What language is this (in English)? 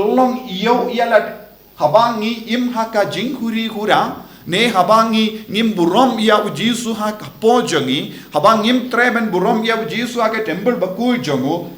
Khasi